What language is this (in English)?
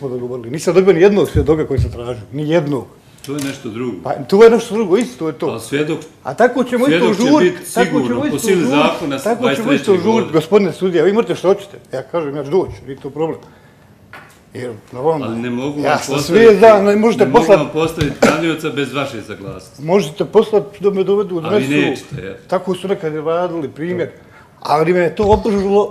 Bosnian